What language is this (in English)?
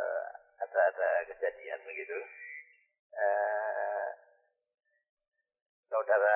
Indonesian